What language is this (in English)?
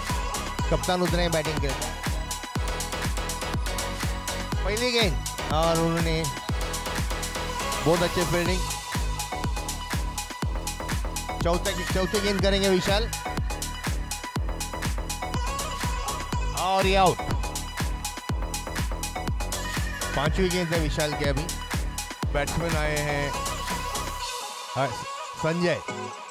Hindi